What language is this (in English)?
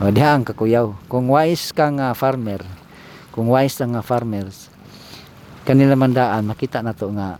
Cebuano